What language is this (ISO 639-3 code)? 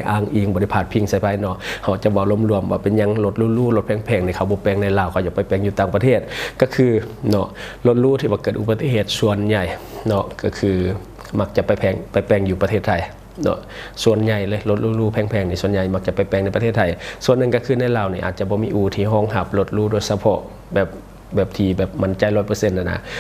lao